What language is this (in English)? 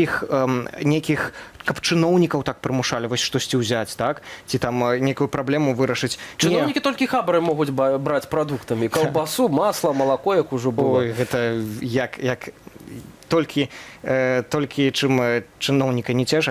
Belarusian